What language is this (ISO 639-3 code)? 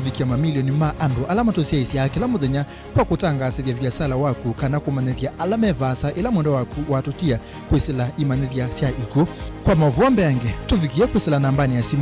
kam